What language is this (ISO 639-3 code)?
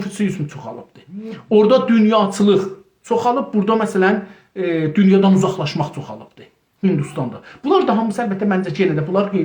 azb